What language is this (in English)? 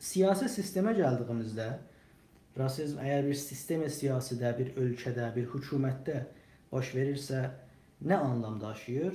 South Azerbaijani